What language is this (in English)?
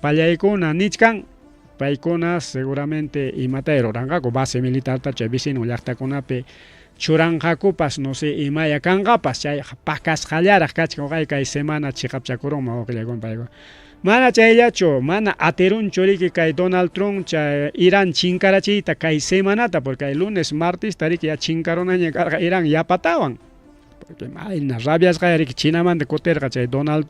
Ayacucho Quechua